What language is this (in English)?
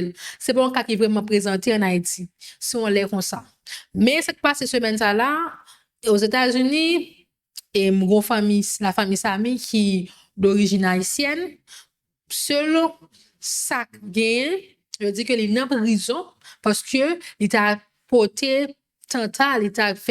Haitian Creole